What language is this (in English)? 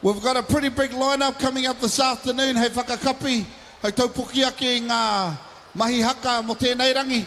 Māori